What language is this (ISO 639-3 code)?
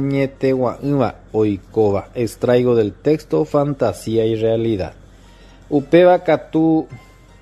grn